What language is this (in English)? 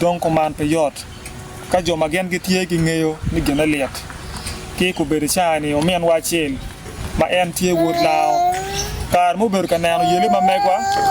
Acoli